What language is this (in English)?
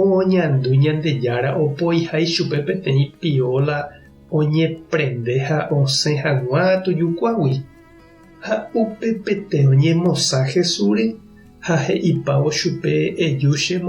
Guarani